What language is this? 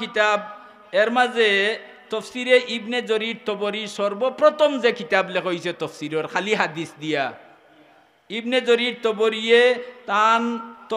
Sylheti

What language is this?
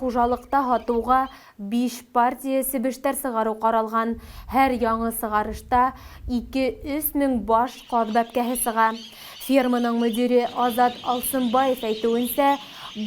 Bashkir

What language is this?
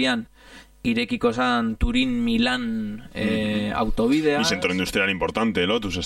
Basque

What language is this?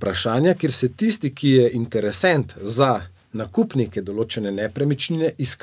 Slovenian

